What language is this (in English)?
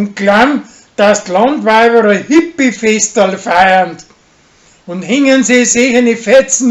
Bavarian